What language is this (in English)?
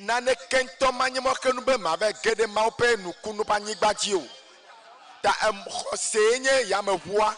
Ewe